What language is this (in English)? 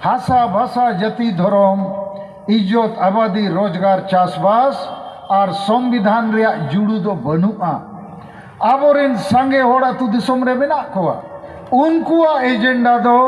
Santali